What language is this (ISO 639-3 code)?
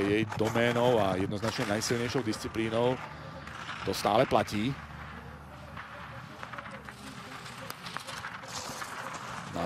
slk